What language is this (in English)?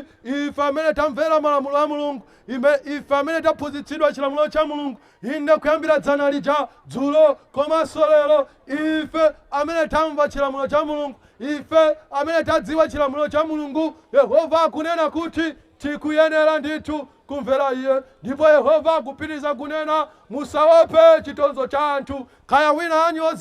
Nyanja